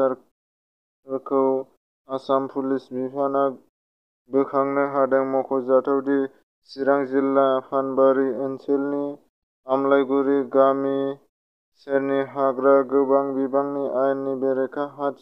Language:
Bodo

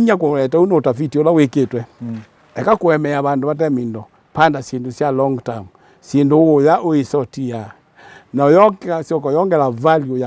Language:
Kamba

